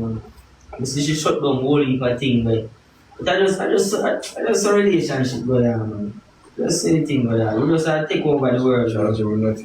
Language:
Jamaican Creole English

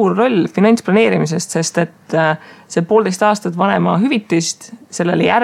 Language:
Estonian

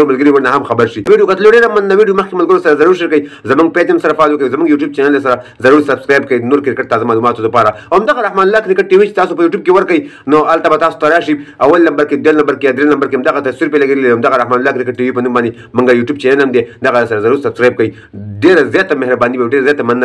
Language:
Pashto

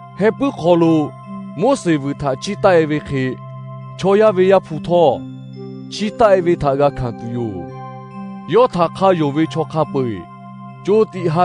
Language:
Lahu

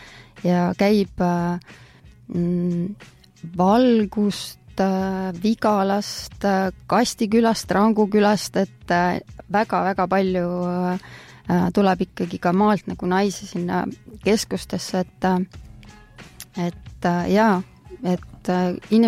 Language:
Estonian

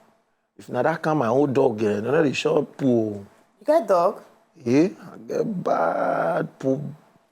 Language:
Nigerian Pidgin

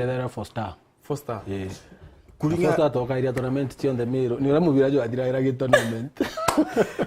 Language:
Meru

